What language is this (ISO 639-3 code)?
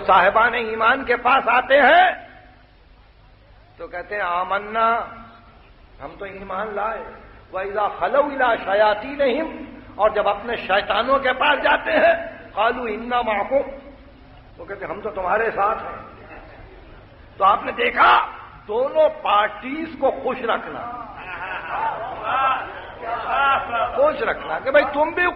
urd